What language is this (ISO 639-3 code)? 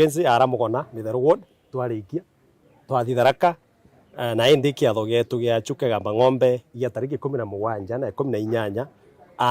mer